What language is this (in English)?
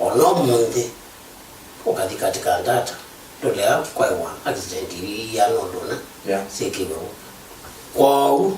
Kamba